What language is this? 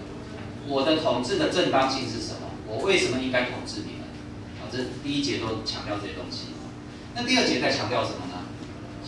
Chinese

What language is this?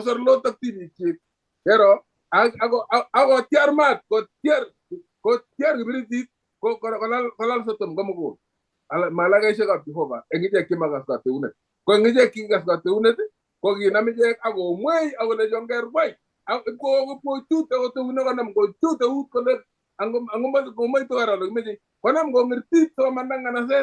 Kalenjin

